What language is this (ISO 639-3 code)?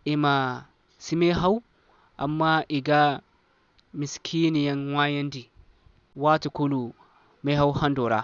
dje